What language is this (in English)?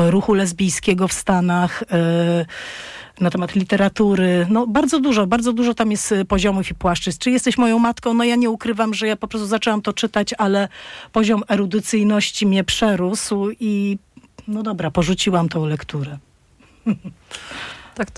Polish